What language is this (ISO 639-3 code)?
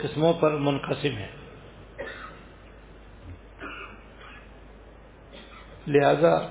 urd